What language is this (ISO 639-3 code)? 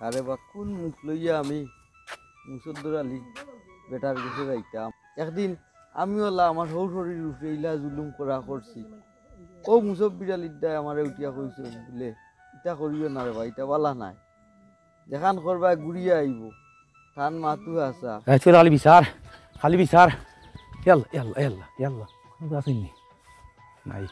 syl